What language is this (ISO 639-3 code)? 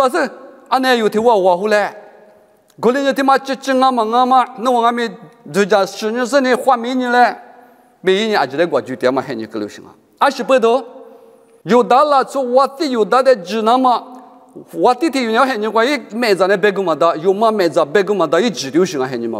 lis